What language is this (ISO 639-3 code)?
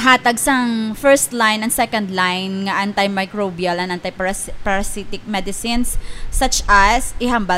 hil